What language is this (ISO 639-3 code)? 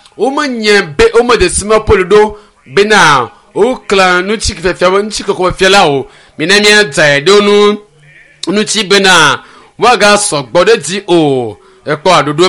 ewe